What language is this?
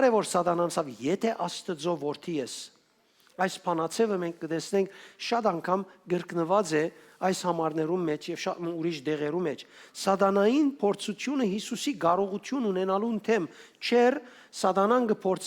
Western Armenian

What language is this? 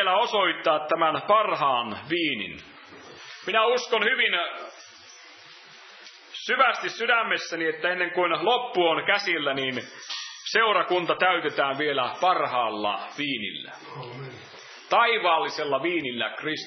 Finnish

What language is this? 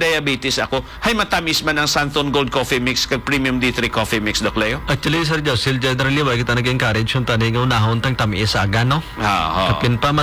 Hiligaynon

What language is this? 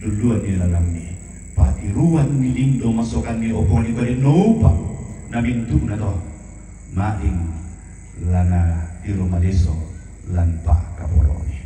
Toraja-Sa'dan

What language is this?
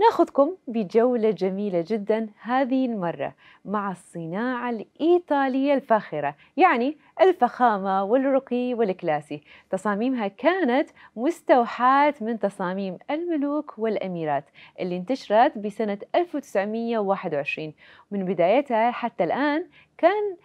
Mesopotamian Arabic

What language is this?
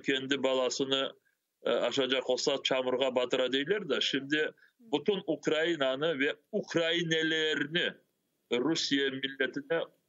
Crimean Tatar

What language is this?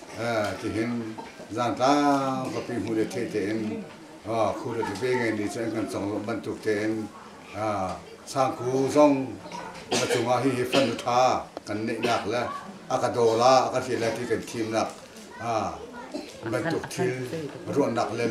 Hakha Chin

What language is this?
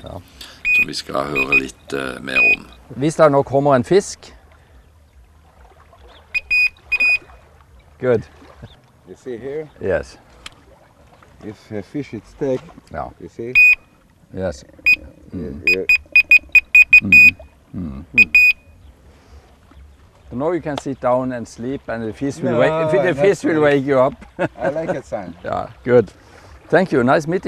Norwegian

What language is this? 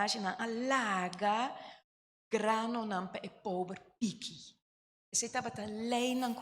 Papiamento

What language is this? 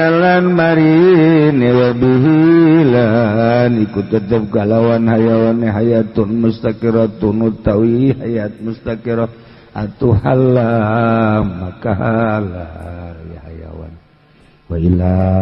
Sundanese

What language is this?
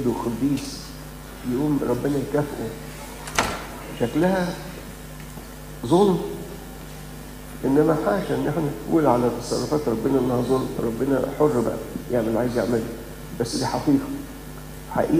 Egyptian Arabic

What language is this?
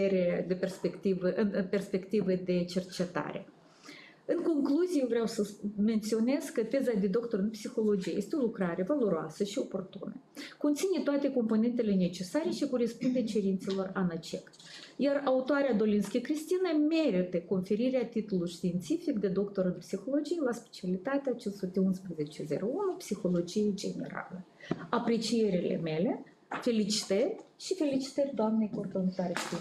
Romanian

